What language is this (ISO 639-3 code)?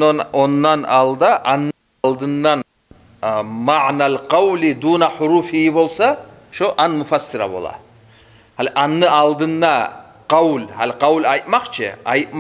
kum